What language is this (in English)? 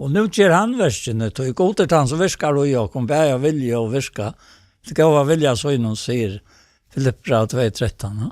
Faroese